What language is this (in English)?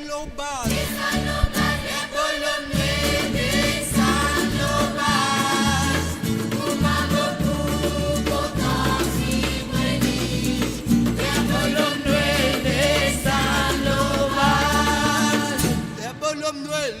Morisyen